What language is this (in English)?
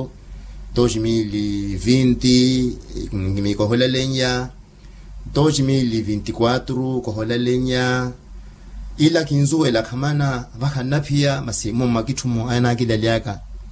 Makhuwa